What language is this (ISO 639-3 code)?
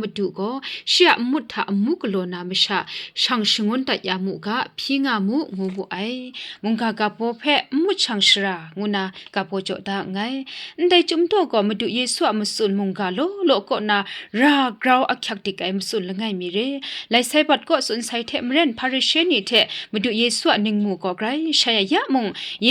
kac